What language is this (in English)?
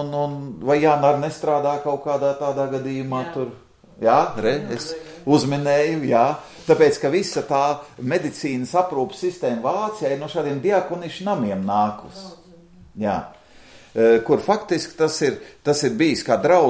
Latvian